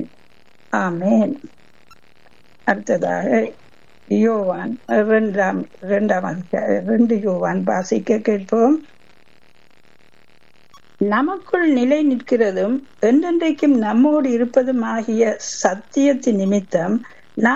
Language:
Tamil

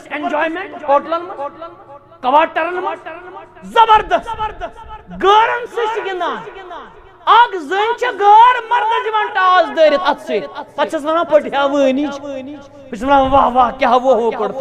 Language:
Kashmiri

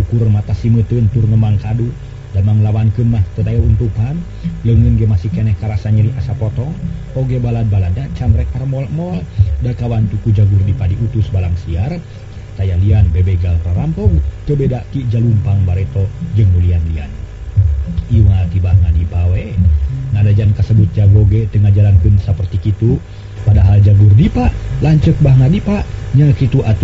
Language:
Sundanese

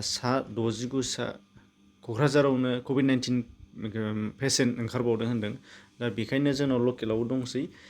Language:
Bodo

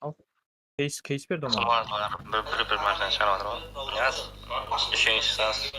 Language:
Kara-Kalpak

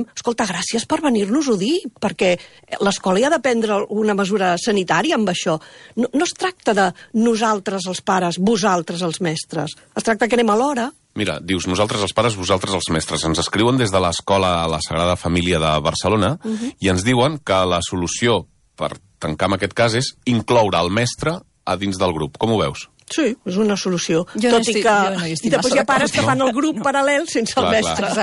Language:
Catalan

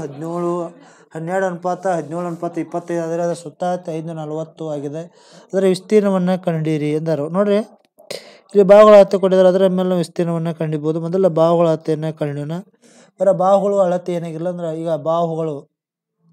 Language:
Kannada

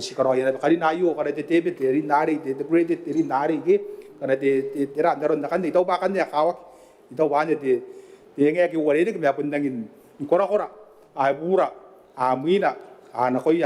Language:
Gilbertese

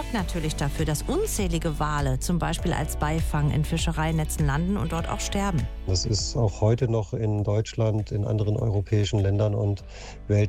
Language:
German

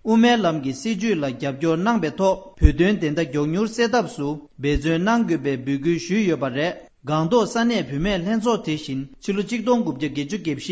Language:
Tibetan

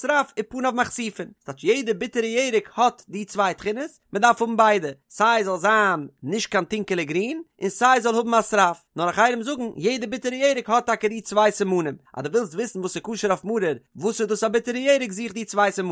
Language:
Yiddish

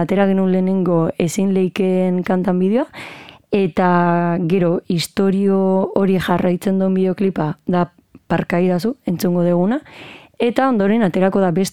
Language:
Basque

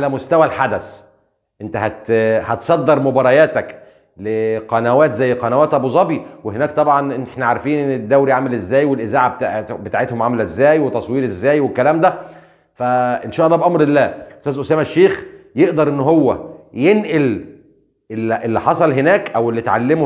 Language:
Egyptian Arabic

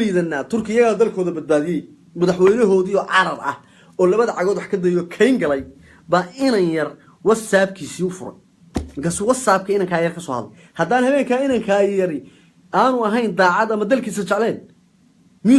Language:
Somali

